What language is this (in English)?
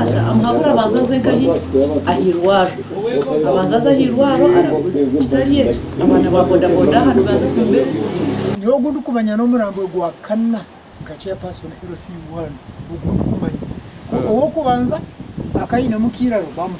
Nyankole